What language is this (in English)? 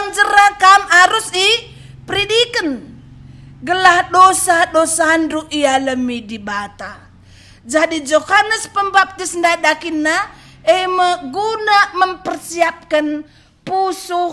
Batak Karo